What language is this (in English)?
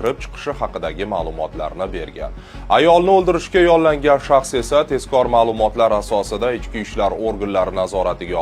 Uzbek